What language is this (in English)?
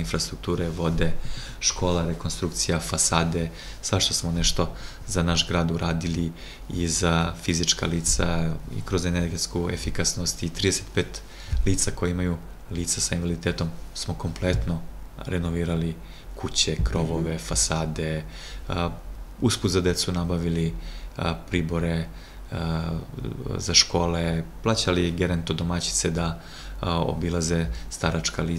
Serbian